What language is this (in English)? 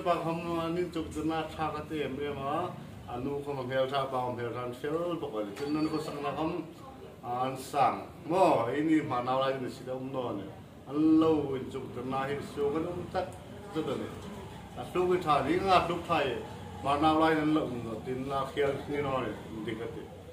Mizo